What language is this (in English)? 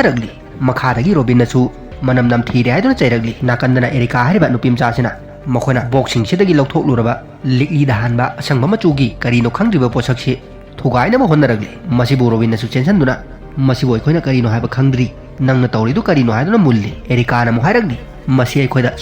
Manipuri